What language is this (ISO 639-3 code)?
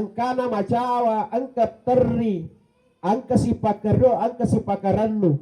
bug